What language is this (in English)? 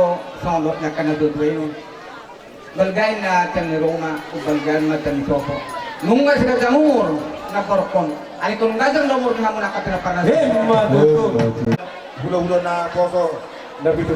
Batak Toba